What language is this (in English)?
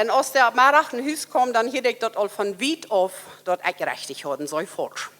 Plautdietsch